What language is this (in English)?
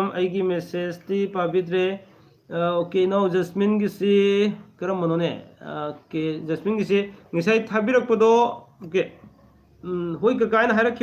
Manipuri